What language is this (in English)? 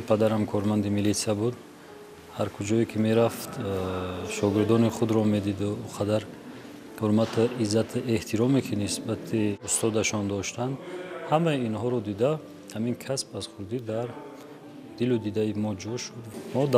Tajik